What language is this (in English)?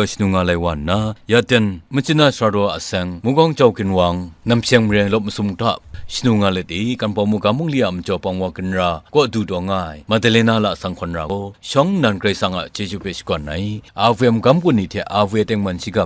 Kachin